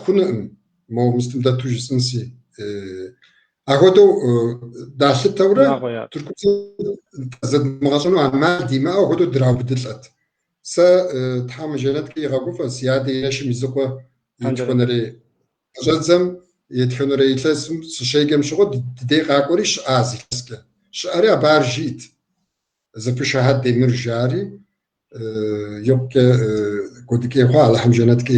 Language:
Kabardian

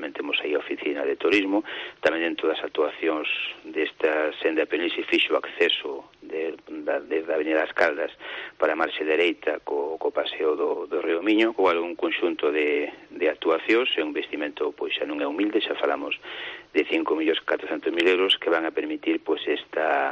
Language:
Galician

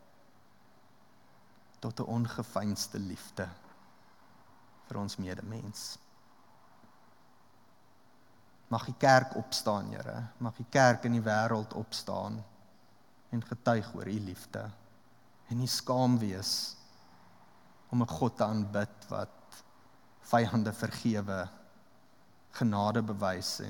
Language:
Afrikaans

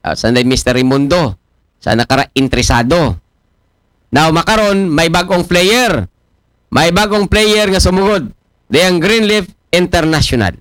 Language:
Aklanon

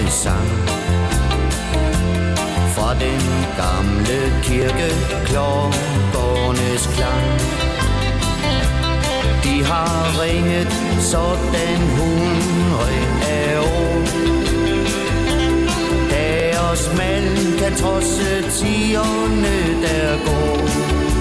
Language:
Danish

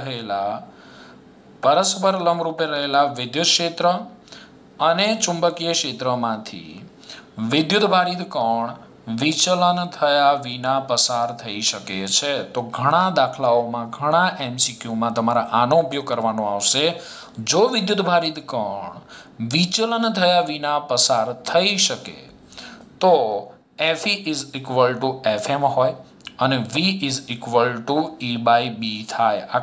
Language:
Gujarati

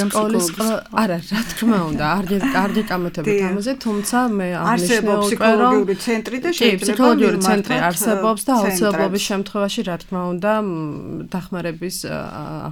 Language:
Georgian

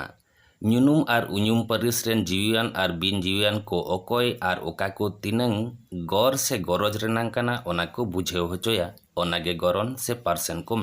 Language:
Santali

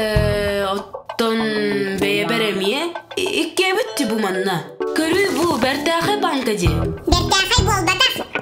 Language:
Yakut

